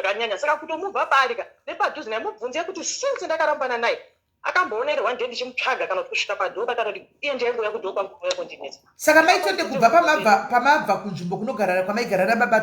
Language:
Shona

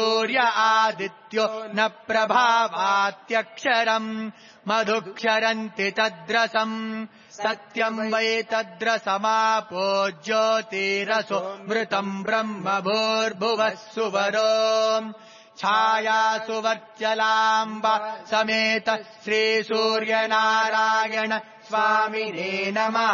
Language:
Sanskrit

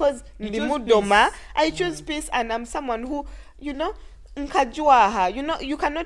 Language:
Nyoro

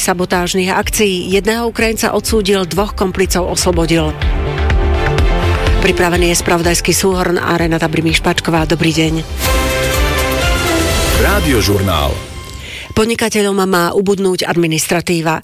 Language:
Slovak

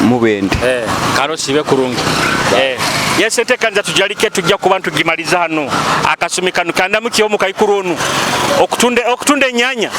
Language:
Nyoro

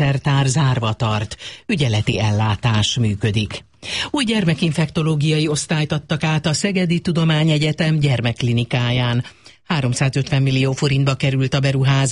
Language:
Hungarian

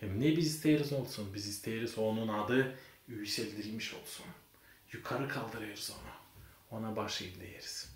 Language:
Gagauz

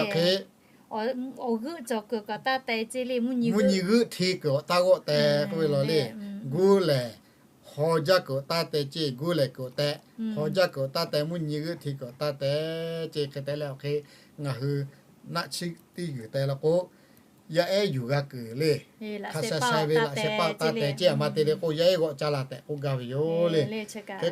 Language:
Lahu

